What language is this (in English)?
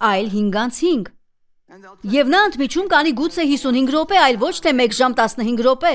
Armenian